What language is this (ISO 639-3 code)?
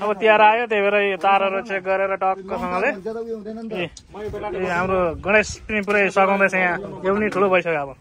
nep